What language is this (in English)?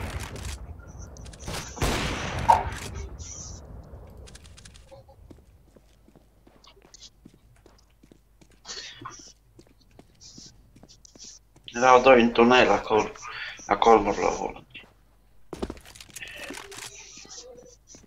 Romanian